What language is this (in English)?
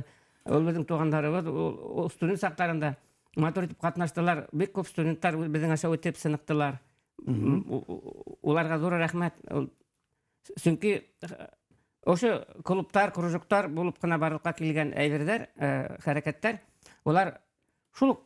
Bashkir